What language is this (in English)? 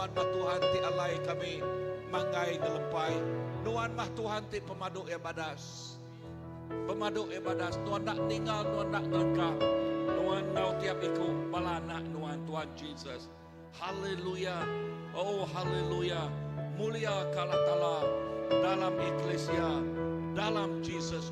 Iban